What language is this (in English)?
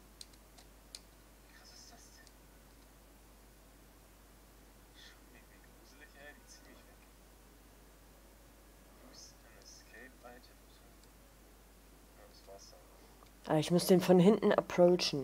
German